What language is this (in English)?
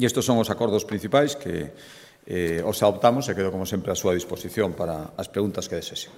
Galician